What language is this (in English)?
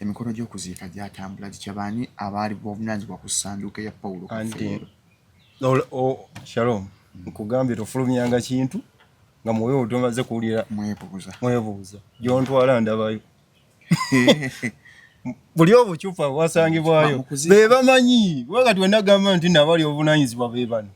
Ganda